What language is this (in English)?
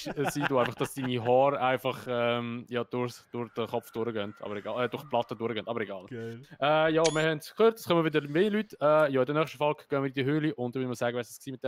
Swiss German